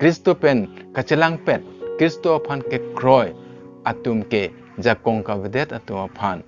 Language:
Karbi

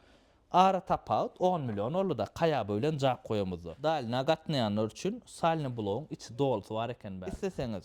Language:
Turkmen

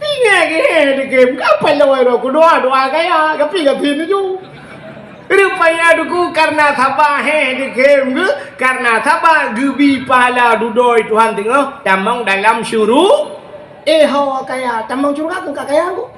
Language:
Achinese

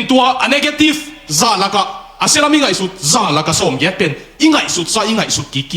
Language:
Tedim Chin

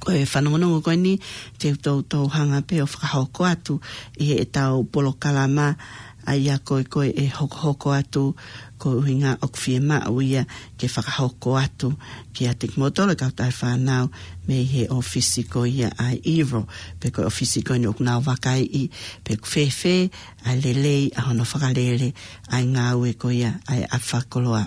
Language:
Tongan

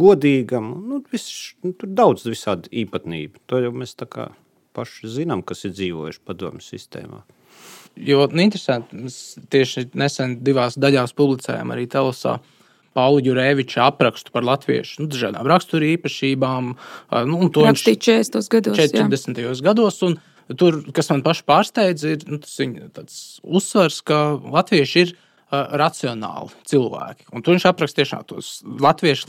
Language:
Latvian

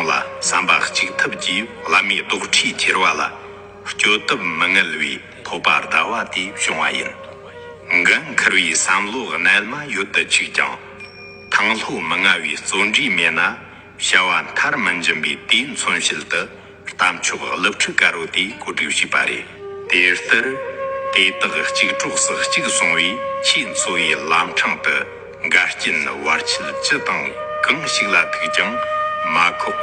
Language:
Tibetan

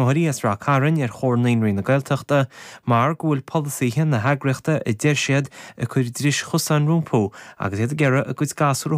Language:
Irish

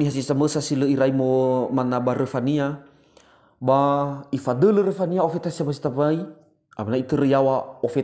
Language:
Nias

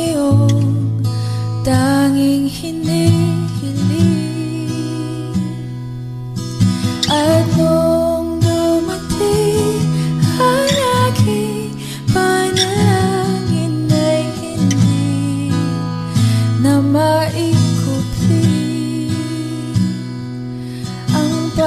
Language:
Filipino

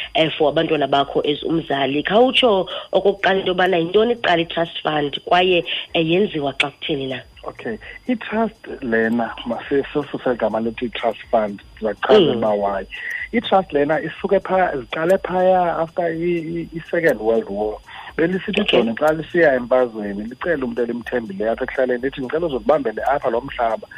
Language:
Xhosa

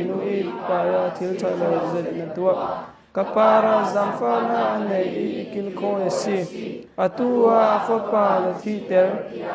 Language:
Hakha Chin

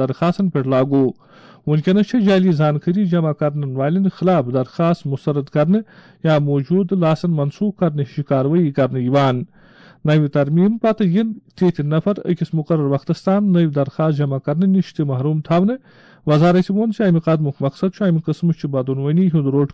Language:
Kashmiri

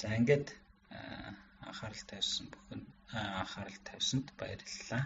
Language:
Mongolian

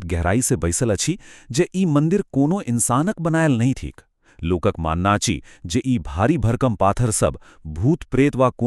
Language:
Maithili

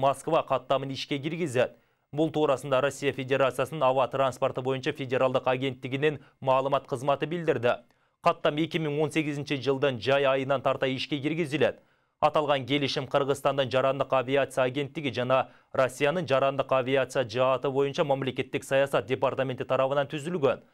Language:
Kyrgyz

